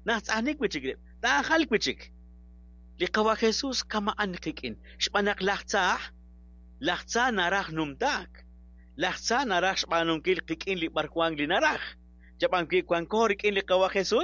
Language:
Kekchí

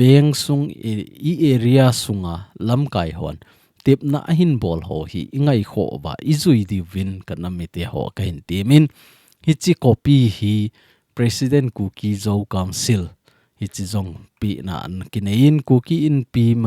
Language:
Thado Chin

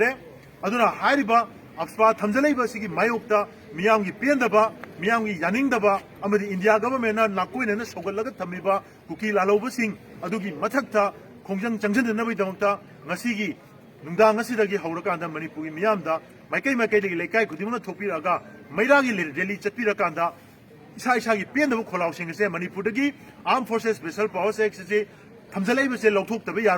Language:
Manipuri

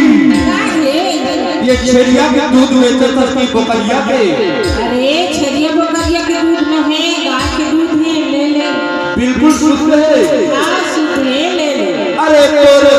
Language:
Chhattisgarhi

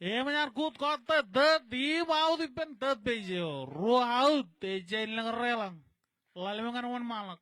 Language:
Marshallese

